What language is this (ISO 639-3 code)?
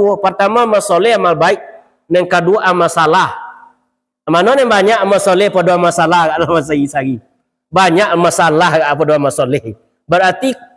min